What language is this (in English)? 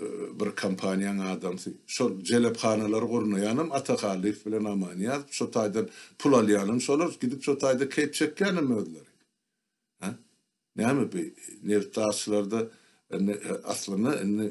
Turkmen